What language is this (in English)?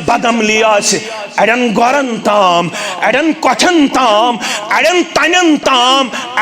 Kashmiri